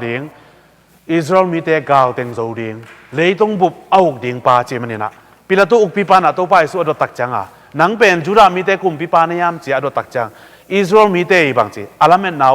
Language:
Tedim Chin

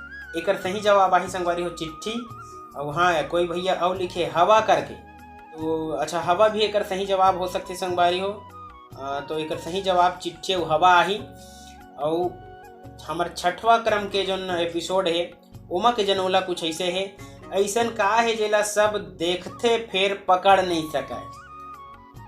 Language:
Chhattisgarhi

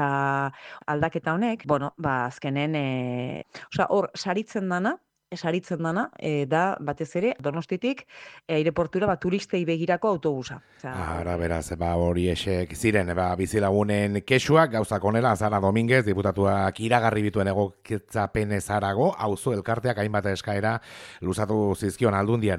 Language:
Basque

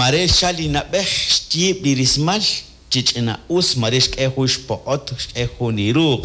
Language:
Kekchí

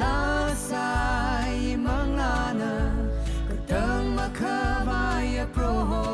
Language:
Tangkhul Naga (India)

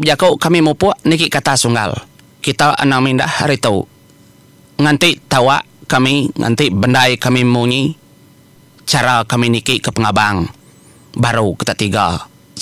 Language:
Iban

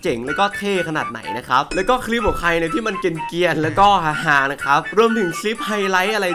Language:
Thai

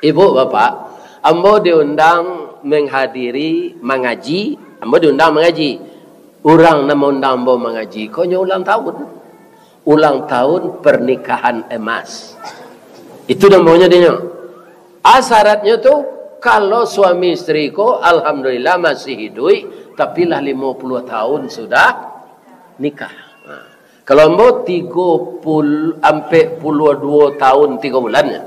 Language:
Minangkabau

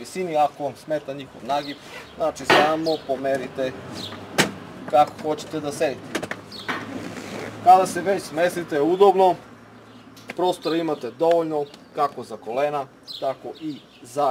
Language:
Serbian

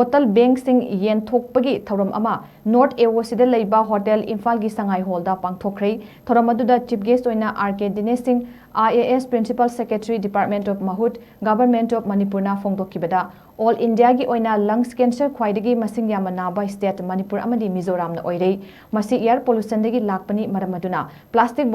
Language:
Manipuri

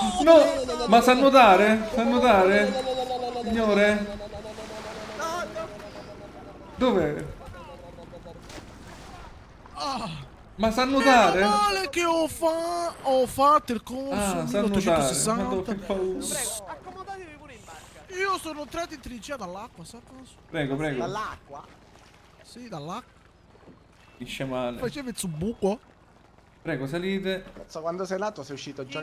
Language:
Italian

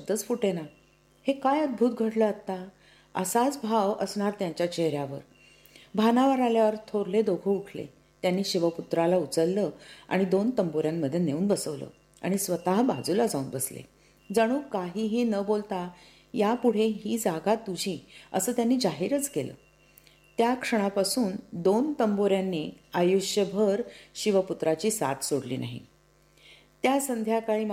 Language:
Marathi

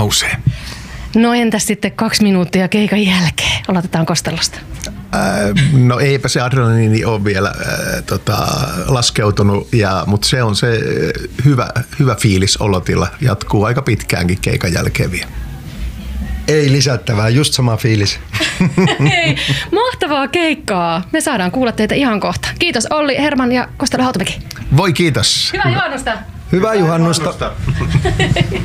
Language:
Finnish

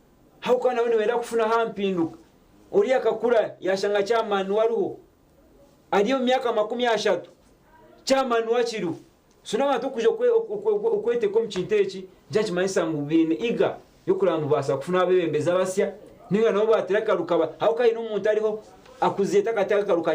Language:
Nyankole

